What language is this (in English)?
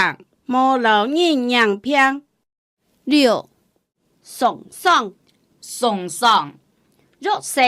Hakka Chinese